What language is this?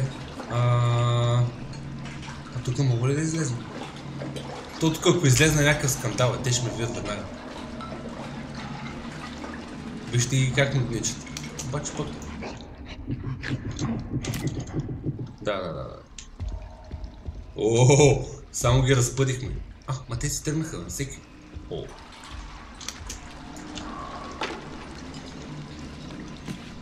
Bulgarian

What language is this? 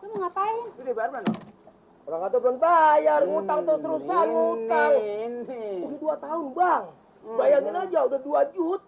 Betawi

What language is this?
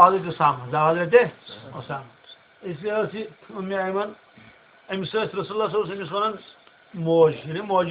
Kashmiri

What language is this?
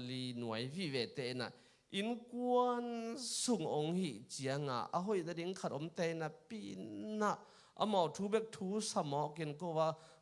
Tedim Chin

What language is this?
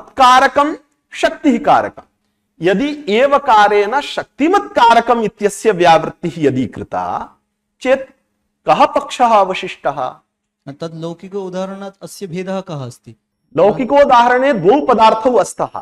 Sanskrit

